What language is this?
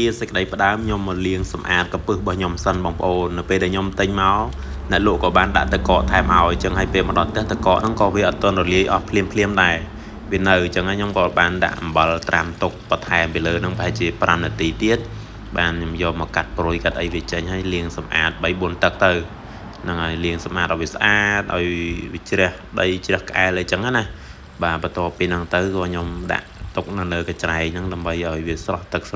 Khmer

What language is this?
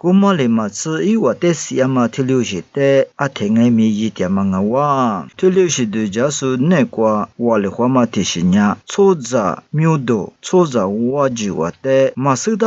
Lisu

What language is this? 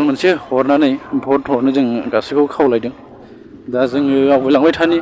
Bodo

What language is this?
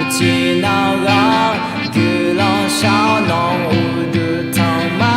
Akha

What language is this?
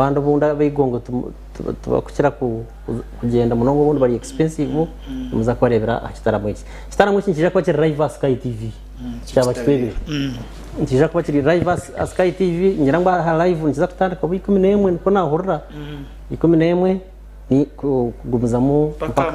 Nyankole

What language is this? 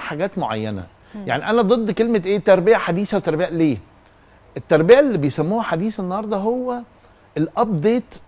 Egyptian Arabic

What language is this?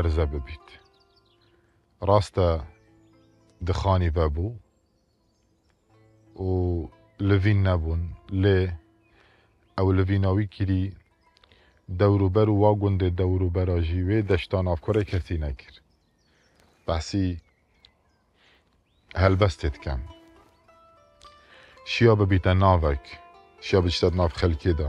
Kurdish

